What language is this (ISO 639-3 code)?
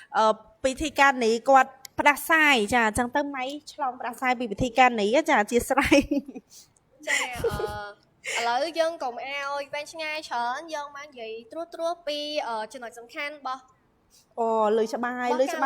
khm